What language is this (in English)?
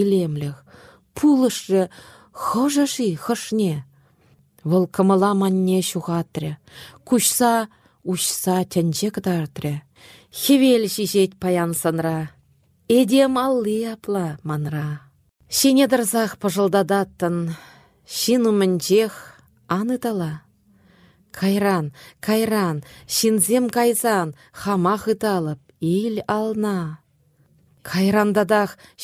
Chuvash